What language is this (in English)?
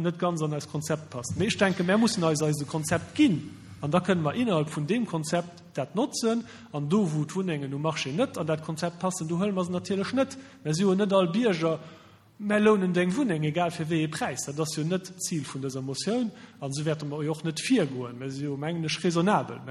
Luxembourgish